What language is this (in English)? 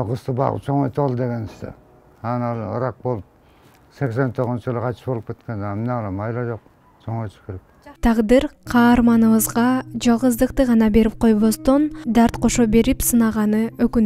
Kyrgyz